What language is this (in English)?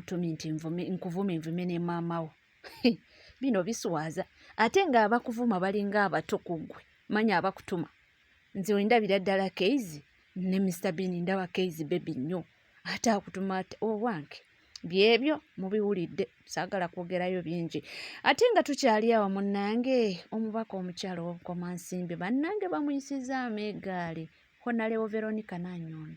Ganda